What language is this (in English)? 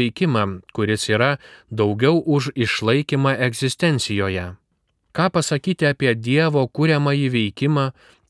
Lithuanian